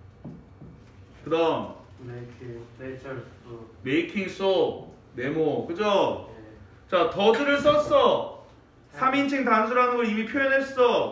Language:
Korean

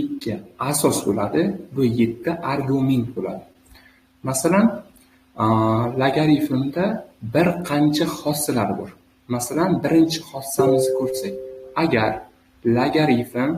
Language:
Uzbek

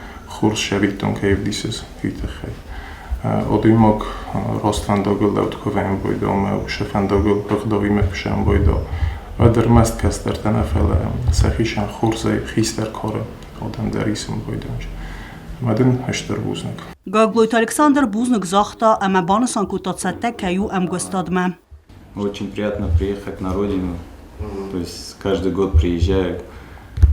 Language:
Ossetic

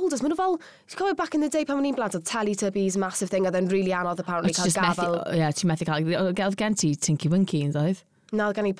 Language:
Welsh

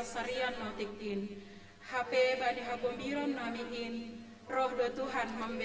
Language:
Batak Simalungun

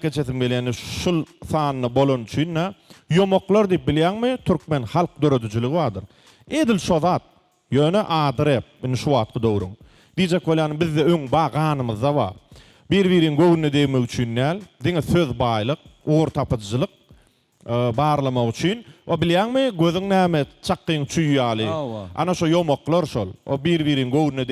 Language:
Turkmen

